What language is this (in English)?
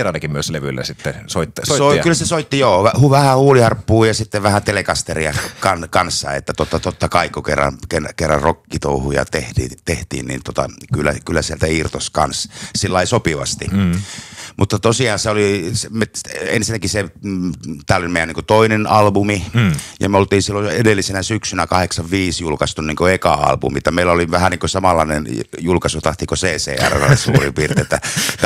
Finnish